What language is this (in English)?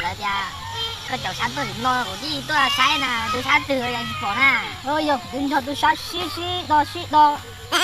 Hmong